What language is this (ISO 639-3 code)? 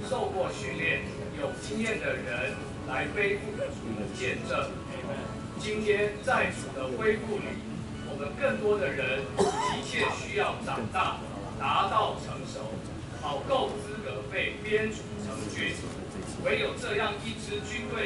zho